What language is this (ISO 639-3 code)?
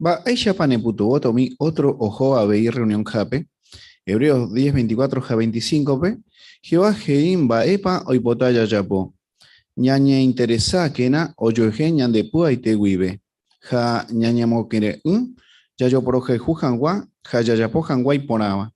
grn